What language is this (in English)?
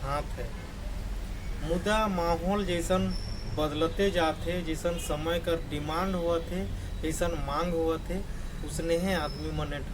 Sadri